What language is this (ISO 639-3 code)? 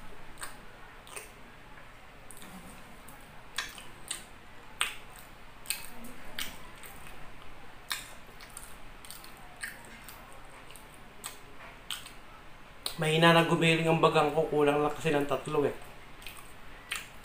fil